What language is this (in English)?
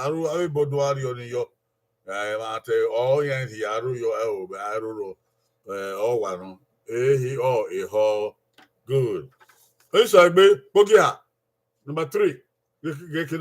Bini